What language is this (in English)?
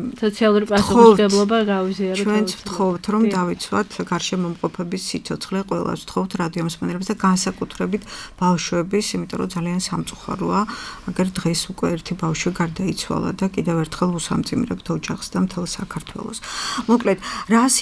Georgian